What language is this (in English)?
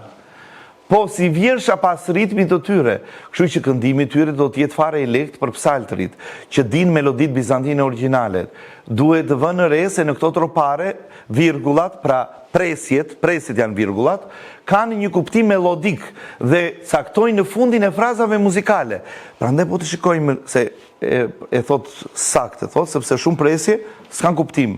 Albanian